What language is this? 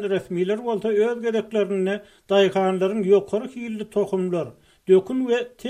Turkmen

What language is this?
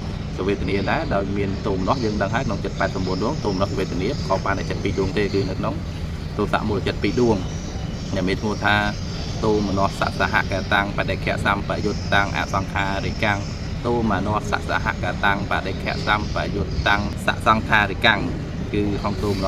Khmer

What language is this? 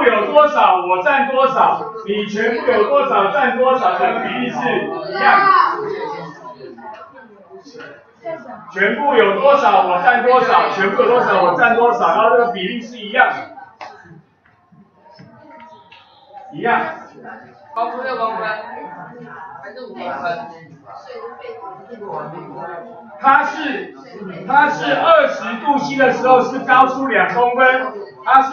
Chinese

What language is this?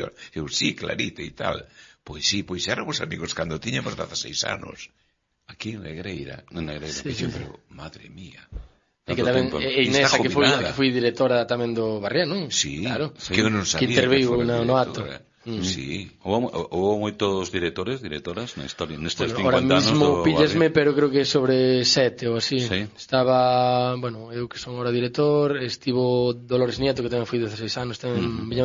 Galician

